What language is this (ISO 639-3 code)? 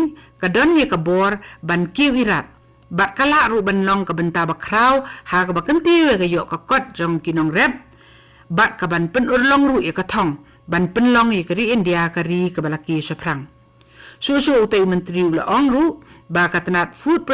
kha